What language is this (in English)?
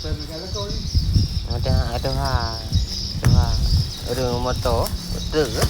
Achinese